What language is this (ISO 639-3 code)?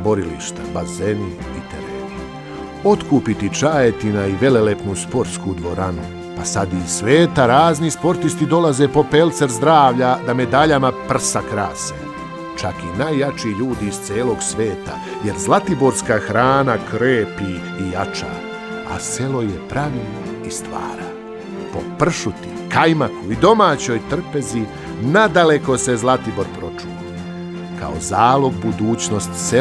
srp